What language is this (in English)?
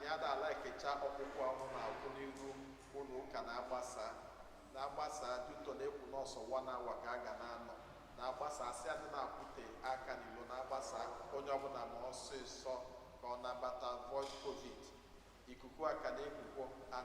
Igbo